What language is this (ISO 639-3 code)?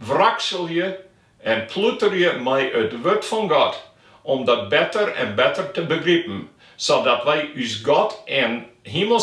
fry